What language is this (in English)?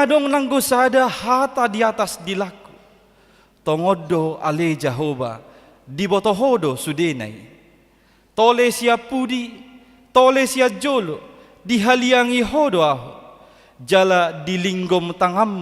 Batak Toba